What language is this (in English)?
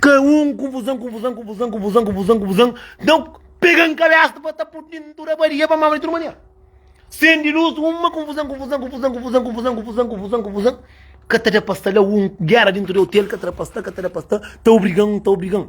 Kabuverdianu